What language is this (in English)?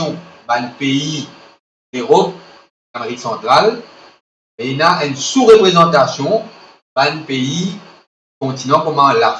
Morisyen